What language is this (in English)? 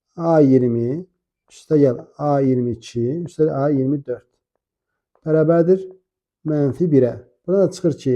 Azerbaijani